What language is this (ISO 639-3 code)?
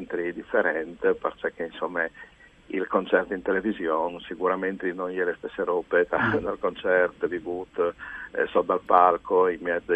fur